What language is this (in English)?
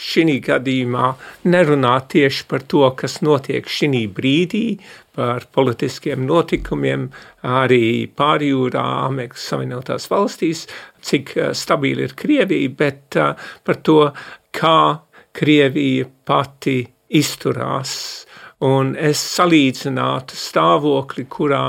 Latvian